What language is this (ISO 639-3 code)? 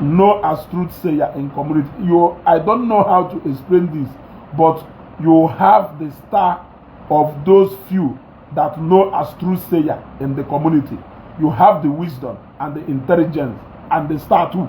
ibo